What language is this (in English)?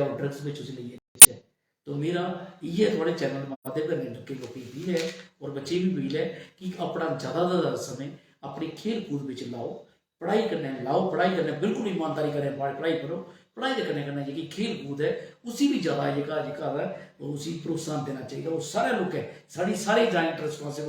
Dogri